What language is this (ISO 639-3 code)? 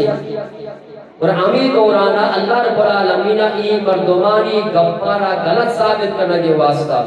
bgp